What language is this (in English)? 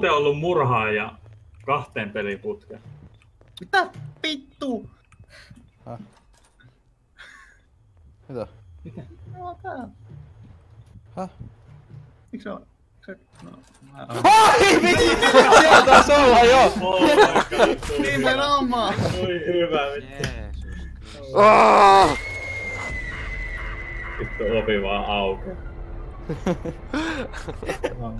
Finnish